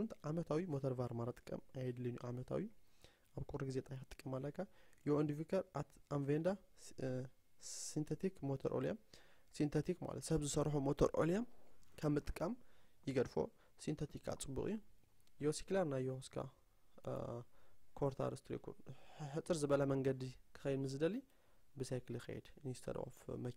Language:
Tigrinya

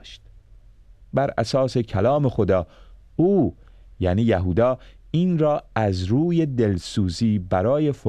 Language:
Persian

